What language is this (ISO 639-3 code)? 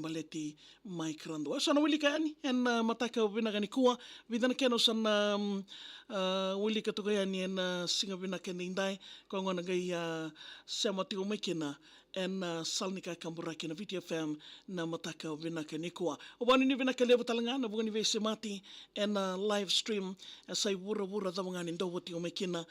fij